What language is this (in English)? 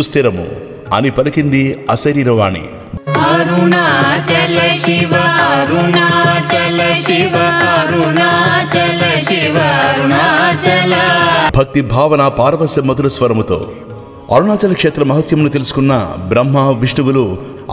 Telugu